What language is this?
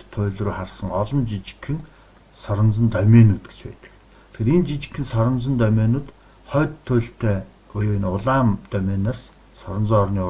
Mongolian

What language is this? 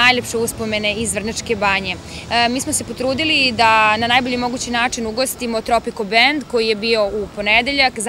Serbian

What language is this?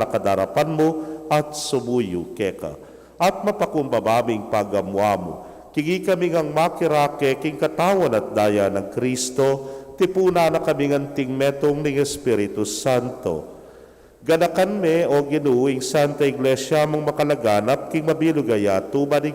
Pampanga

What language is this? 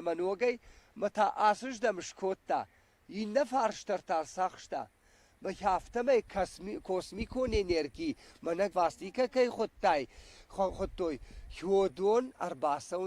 Ossetic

